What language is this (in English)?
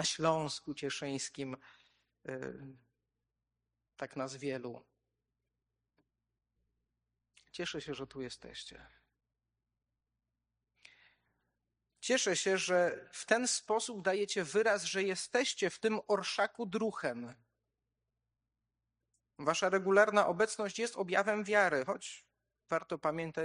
Polish